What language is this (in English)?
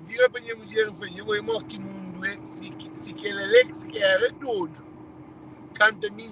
Kabuverdianu